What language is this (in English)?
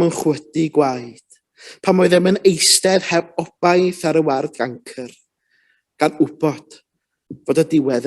Welsh